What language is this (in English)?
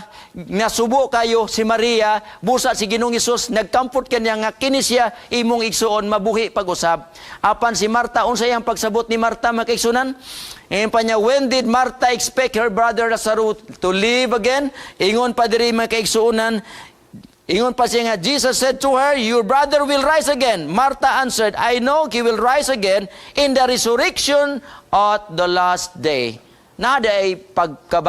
Cebuano